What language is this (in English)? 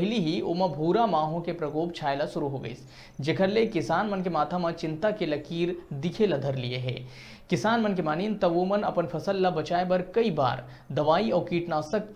Chhattisgarhi